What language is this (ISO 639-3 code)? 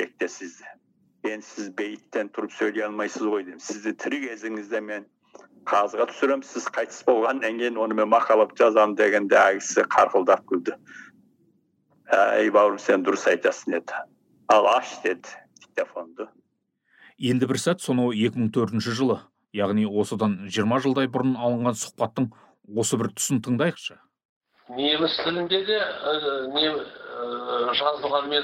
kaz